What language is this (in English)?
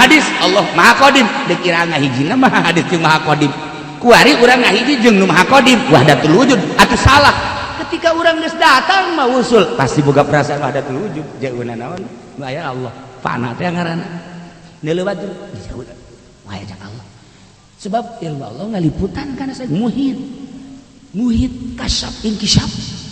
Sundanese